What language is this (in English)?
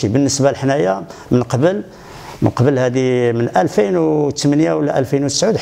Moroccan Arabic